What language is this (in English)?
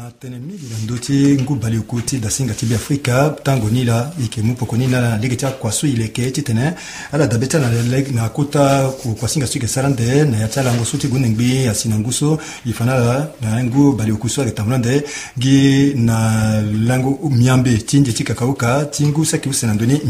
Sango